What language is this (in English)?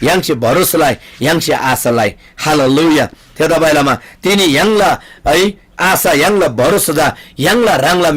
Eastern Tamang